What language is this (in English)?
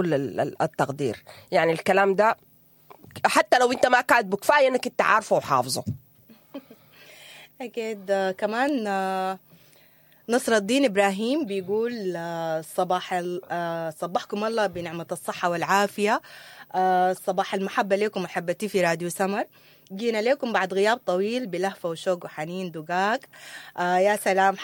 Sudanese Arabic